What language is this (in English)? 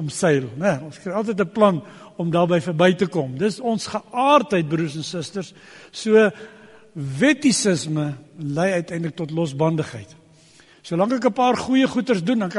Afrikaans